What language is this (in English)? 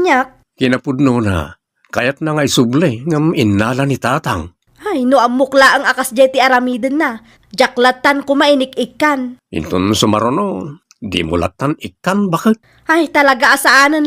Iloko